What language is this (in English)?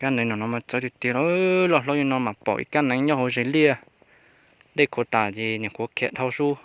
Hmong